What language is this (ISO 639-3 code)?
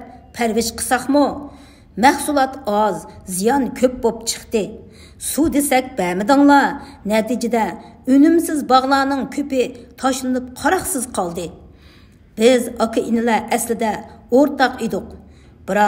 uig